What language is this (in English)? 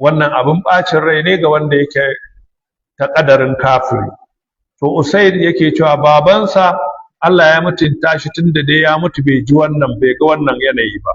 Hausa